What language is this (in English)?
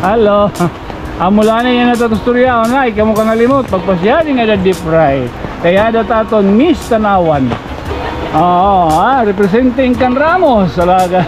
Waray